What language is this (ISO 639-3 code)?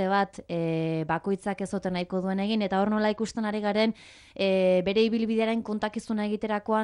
eus